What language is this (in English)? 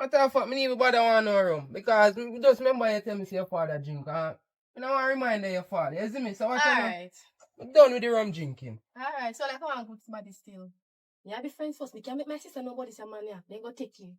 Jamaican Creole English